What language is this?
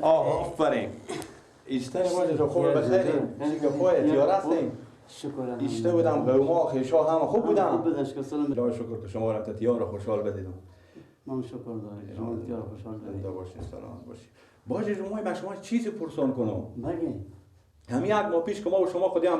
Persian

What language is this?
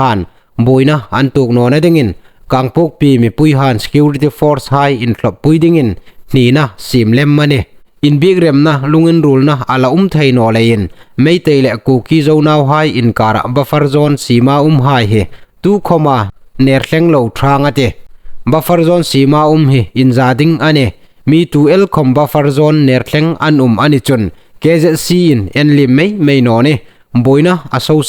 Hmar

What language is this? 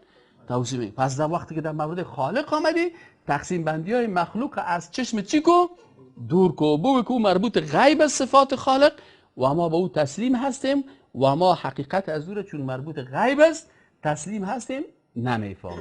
Persian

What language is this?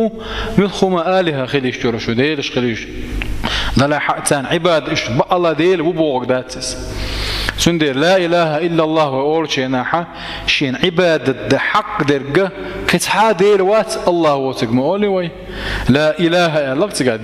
Chechen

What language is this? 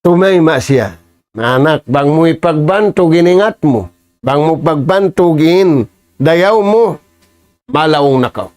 Tausug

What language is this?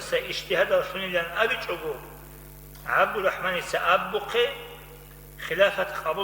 Avaric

